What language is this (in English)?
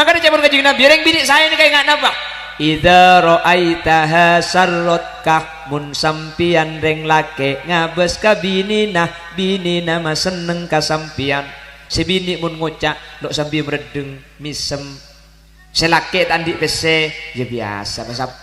Madurese